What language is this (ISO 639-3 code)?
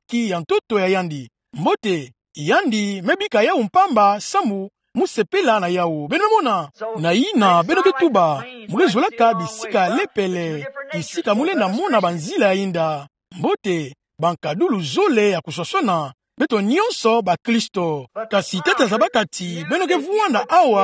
ktu